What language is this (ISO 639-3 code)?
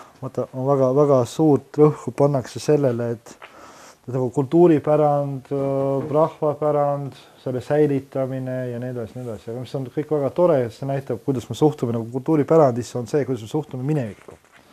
est